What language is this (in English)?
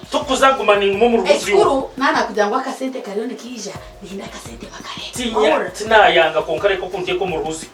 Nyankole